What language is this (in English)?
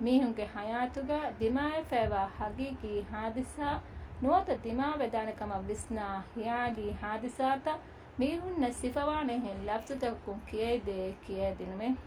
Divehi